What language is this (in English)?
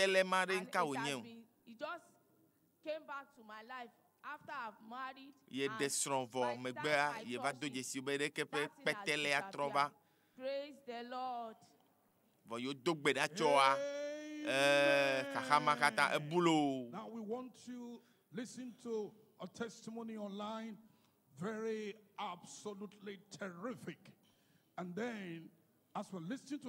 Ewe